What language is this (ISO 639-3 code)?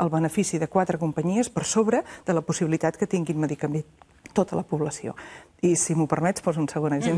cat